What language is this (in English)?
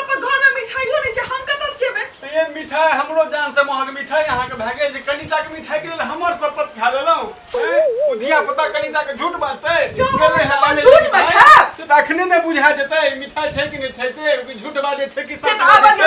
Maithili